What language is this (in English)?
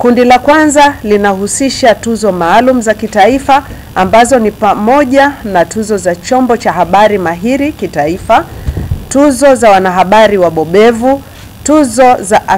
Swahili